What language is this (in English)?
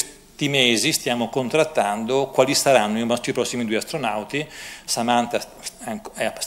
Italian